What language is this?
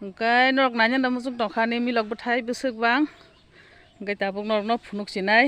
Kok Borok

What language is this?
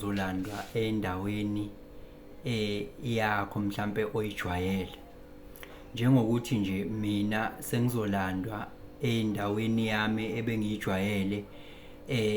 Zulu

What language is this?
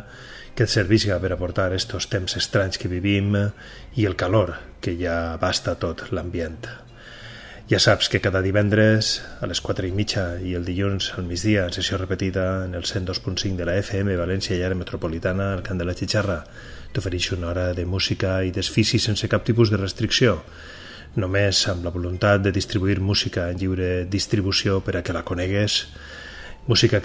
Catalan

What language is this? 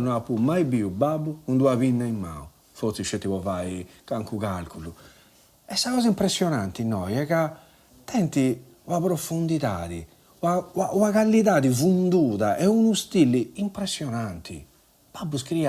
Sardinian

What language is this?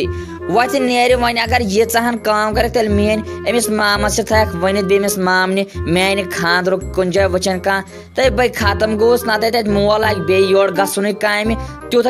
Kashmiri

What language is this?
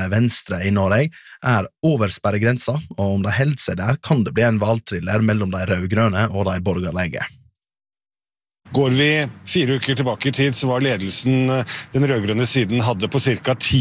Norwegian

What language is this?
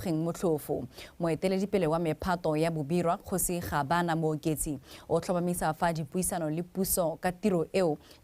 Tswana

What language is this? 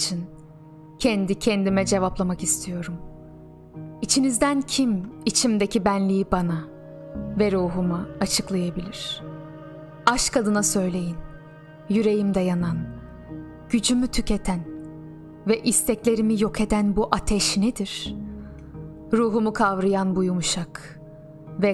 Turkish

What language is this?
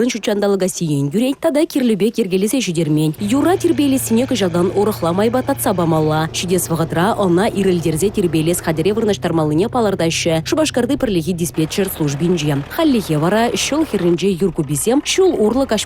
Chuvash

